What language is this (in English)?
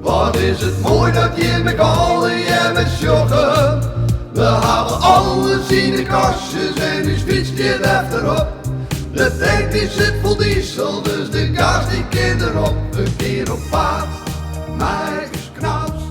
Western Frisian